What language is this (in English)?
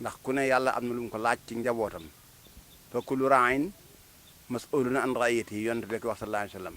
Wolof